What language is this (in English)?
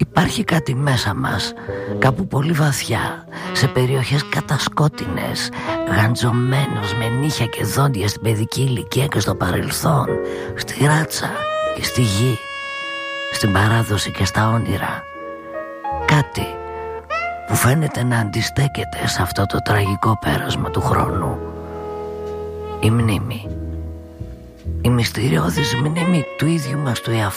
Greek